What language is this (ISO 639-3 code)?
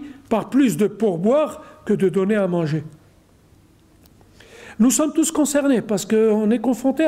fra